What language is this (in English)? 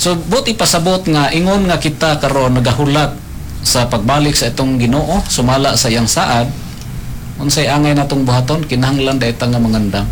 Cebuano